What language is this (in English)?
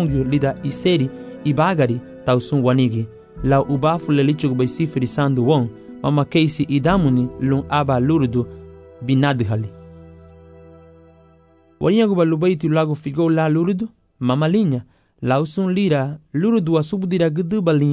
Garifuna